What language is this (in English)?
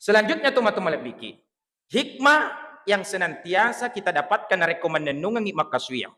Buginese